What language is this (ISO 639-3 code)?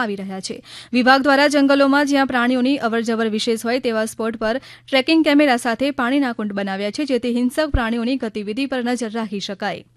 guj